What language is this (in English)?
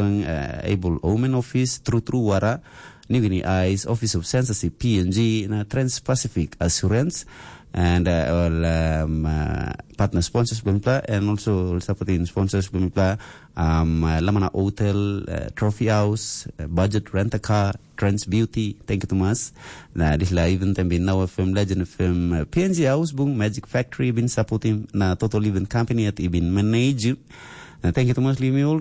Tok Pisin